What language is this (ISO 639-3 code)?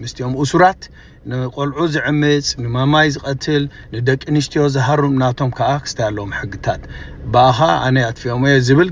tir